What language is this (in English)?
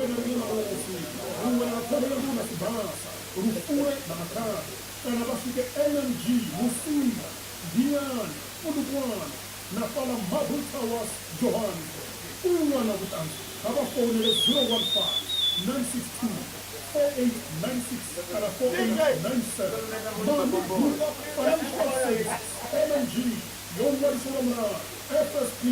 Venda